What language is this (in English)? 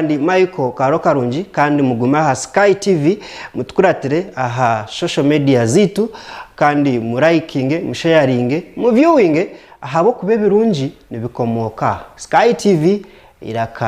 Nyankole